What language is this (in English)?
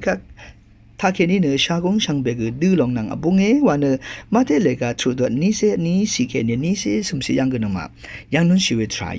Rawang